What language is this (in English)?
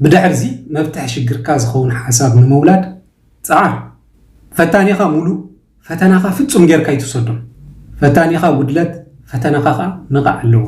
Tigrinya